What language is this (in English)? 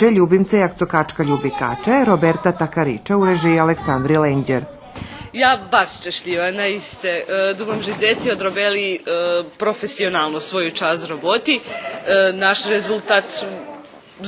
Rusyn